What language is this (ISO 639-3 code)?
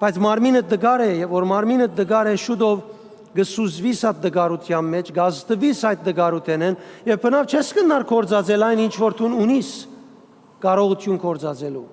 hyw